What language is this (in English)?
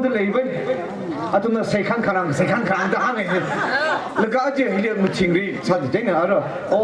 Tangkhul Naga (India)